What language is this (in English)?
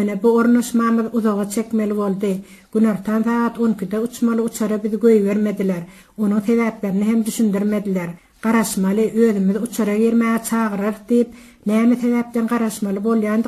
Turkmen